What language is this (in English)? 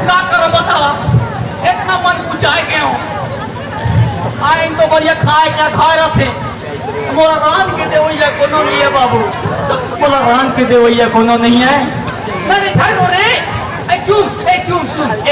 Chhattisgarhi